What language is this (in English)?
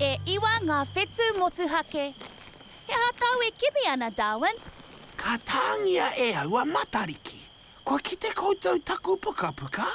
Māori